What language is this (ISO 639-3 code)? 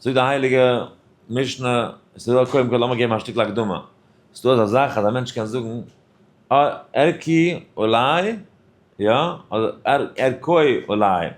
yid